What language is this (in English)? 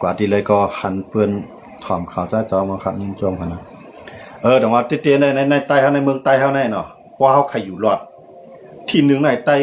Shan